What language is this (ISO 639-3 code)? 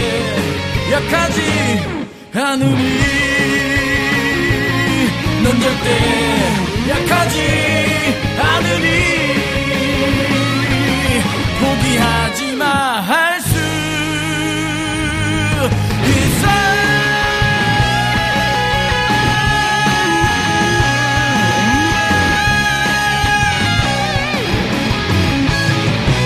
kor